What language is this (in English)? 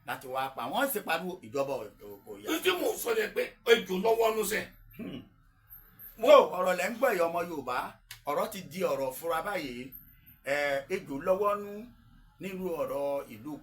Yoruba